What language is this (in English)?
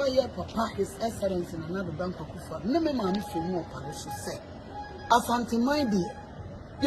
Akan